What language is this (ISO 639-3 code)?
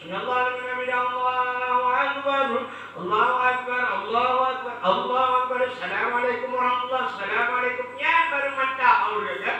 ace